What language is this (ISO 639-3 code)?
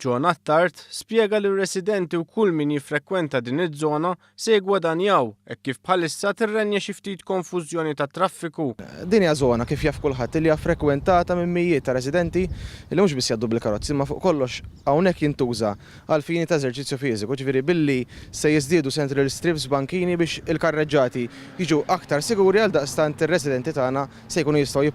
mlt